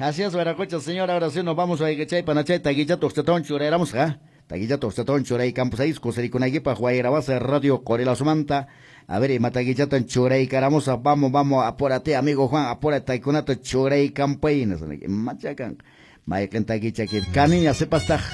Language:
Quechua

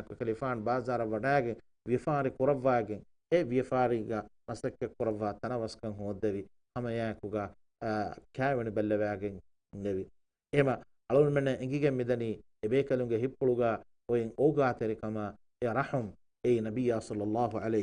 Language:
Divehi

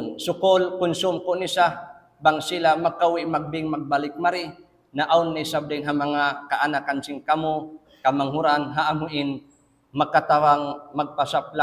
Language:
Tausug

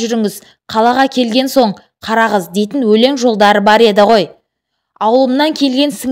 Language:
Kazakh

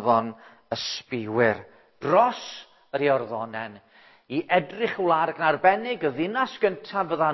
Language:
Welsh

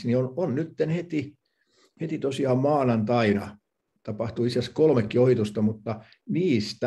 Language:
Finnish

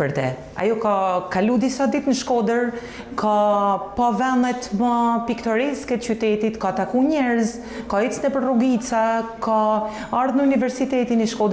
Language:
Albanian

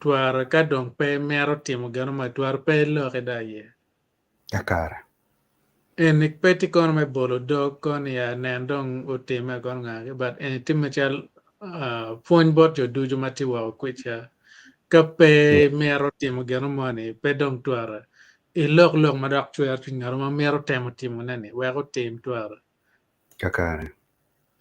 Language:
Acoli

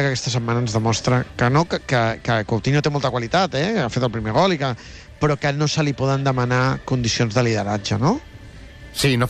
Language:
Catalan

